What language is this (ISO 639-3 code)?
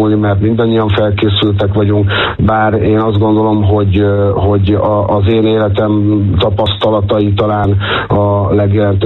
hun